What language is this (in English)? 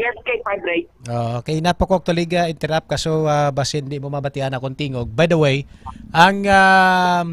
Hiligaynon